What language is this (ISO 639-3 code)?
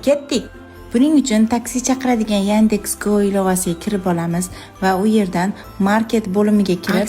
uzb